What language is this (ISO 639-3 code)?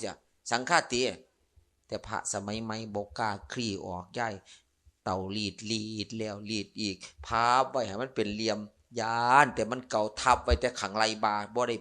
lao